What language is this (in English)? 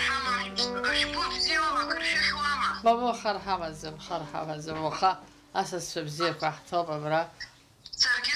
Abkhazian